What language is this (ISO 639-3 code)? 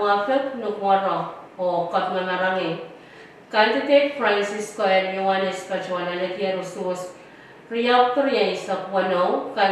pon